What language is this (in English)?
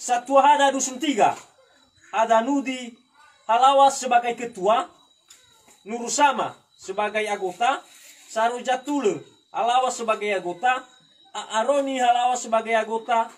Nias